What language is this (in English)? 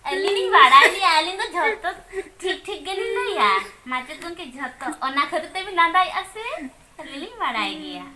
Santali